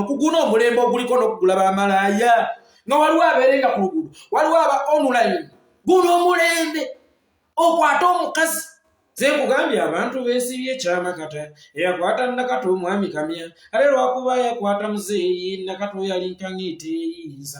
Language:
Ganda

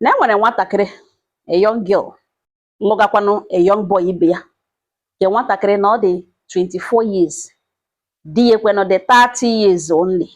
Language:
Igbo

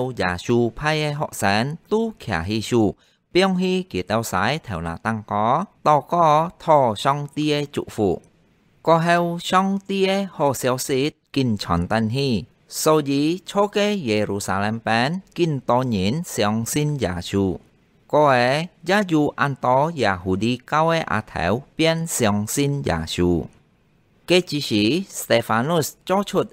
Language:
Hakka Chinese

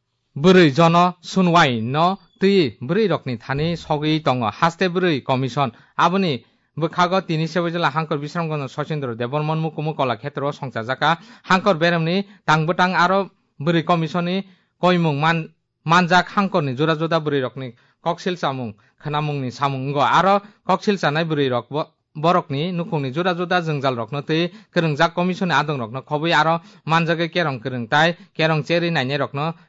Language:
Kok Borok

